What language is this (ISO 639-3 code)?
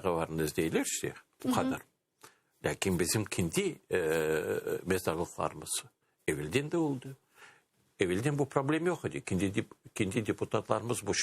crh